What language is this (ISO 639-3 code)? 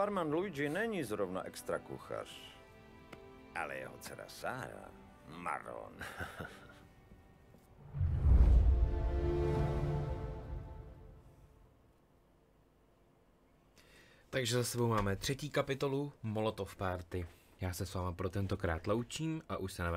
ces